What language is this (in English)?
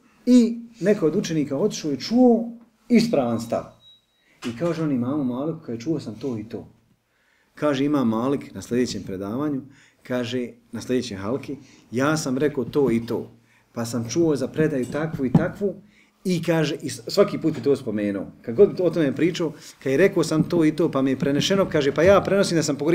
Bosnian